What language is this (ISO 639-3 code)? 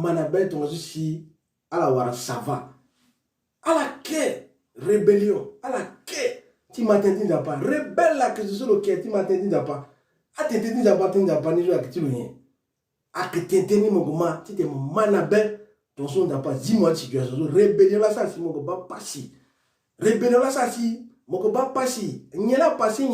sag